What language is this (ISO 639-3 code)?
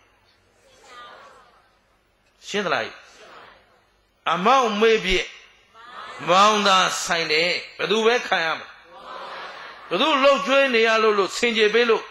mya